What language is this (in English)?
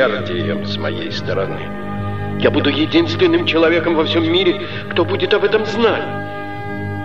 Russian